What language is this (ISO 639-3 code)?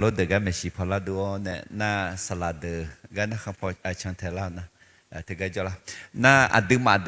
ahk